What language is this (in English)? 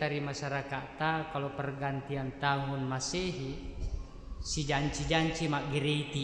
Buginese